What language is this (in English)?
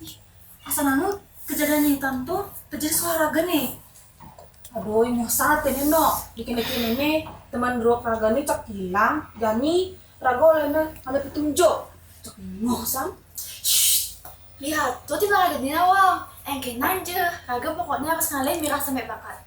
Balinese